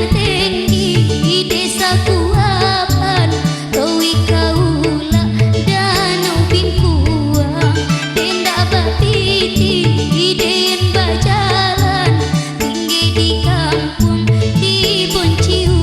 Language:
Minangkabau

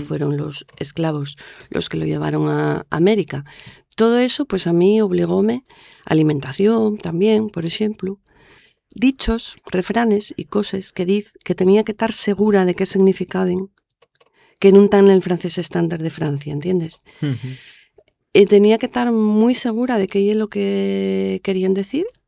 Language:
Asturian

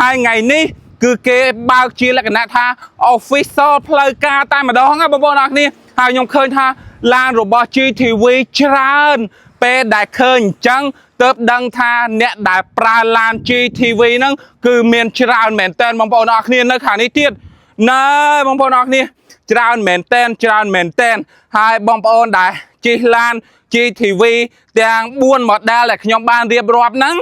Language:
Khmer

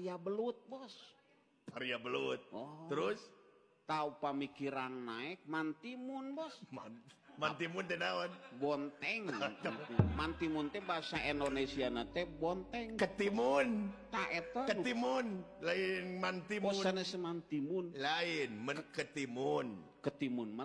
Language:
Sundanese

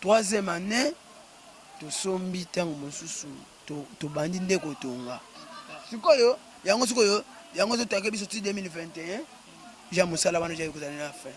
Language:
Lingala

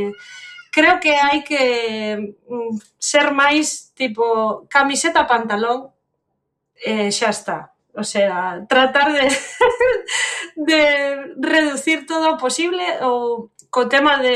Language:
Galician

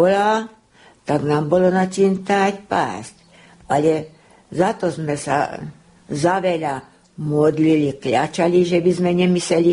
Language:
Slovak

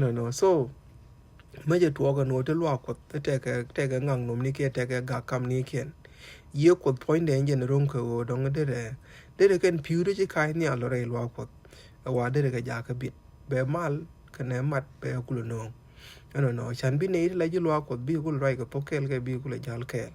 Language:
Nuer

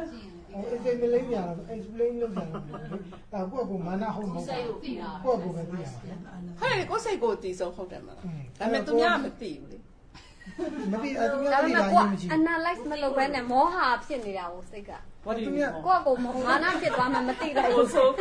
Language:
Burmese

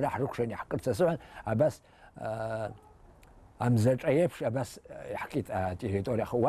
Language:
Abkhazian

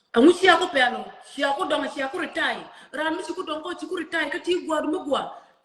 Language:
Nuer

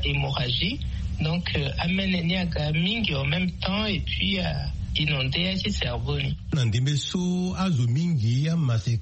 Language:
Sango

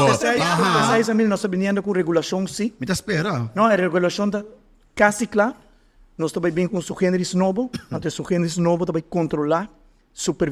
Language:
Papiamento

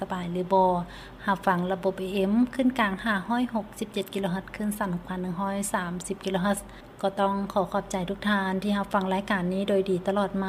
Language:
Lao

